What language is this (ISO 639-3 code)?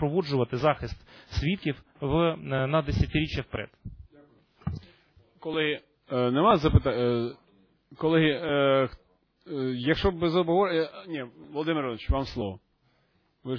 ukr